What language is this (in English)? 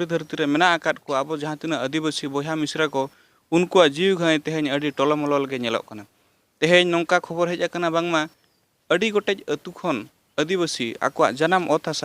Santali